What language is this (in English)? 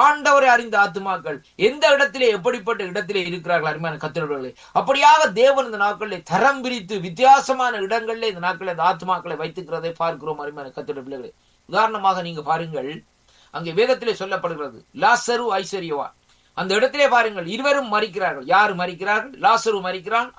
Tamil